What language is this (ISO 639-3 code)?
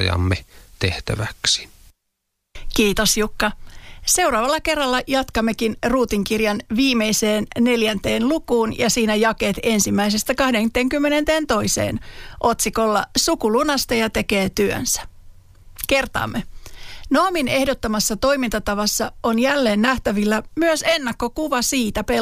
fin